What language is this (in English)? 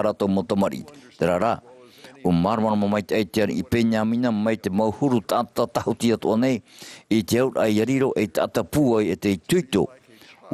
Tahitian